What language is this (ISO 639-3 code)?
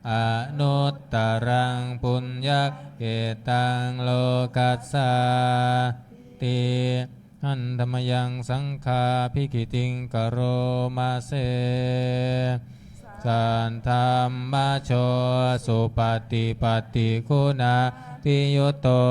pli